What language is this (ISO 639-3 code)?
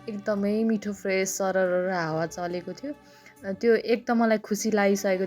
nep